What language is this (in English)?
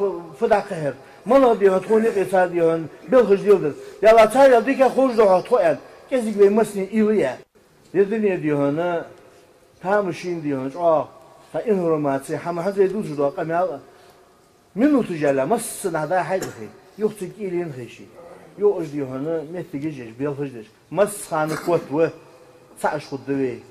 Ingush